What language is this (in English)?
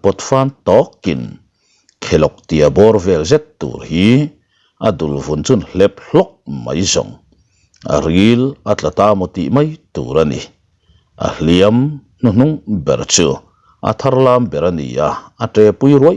Mizo